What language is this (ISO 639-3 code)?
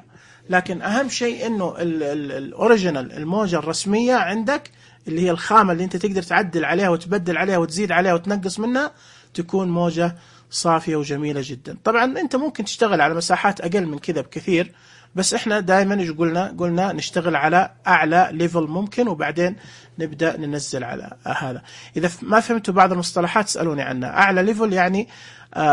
ars